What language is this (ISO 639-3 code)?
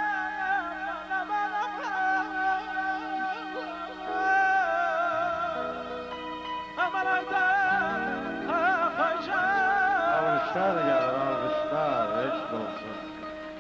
tur